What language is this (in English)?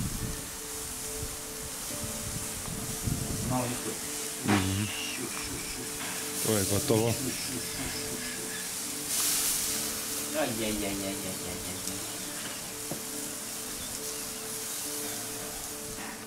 Serbian